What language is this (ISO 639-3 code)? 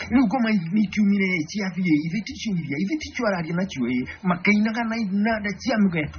kik